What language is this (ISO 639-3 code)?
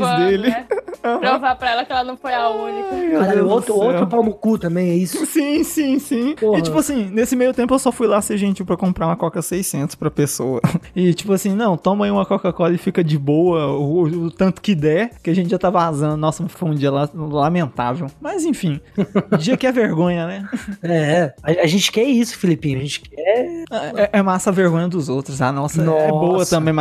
por